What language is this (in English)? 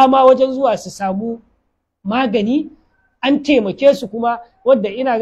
Hausa